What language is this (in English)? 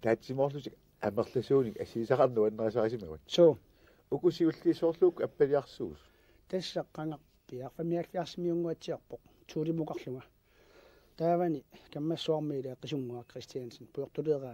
Kalaallisut